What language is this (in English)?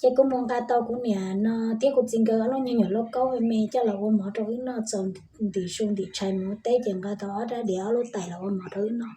Hmong